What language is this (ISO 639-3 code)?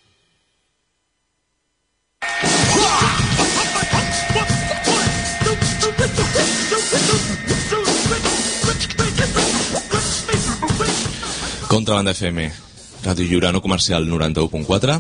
cat